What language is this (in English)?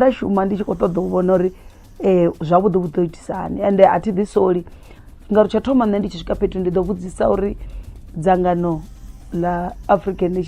Venda